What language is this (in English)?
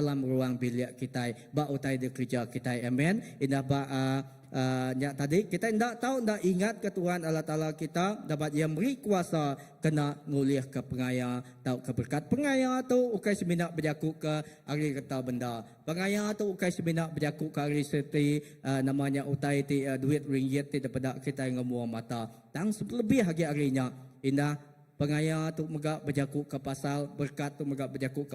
Iban